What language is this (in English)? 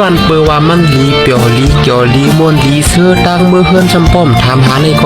Shan